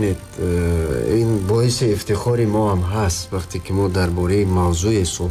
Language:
Tajik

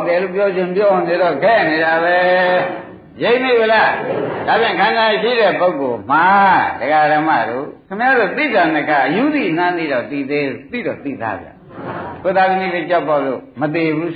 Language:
Burmese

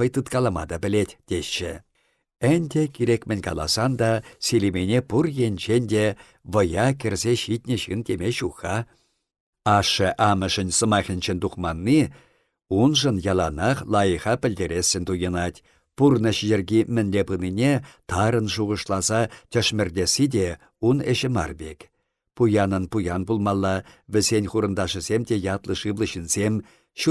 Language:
Chuvash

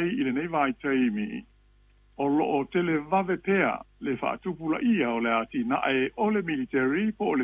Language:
Samoan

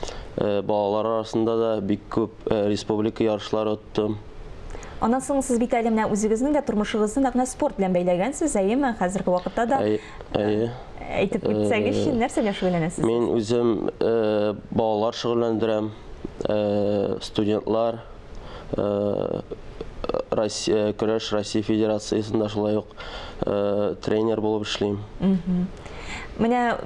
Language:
Tatar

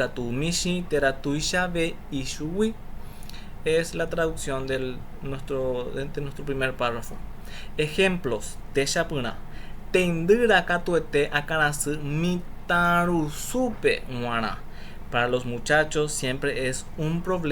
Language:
Guarani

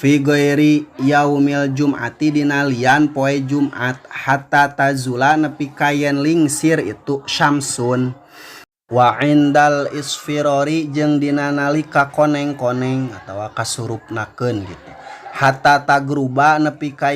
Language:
Sundanese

